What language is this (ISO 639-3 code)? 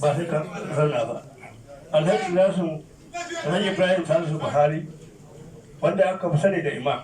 hau